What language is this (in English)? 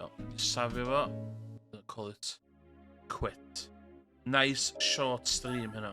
Welsh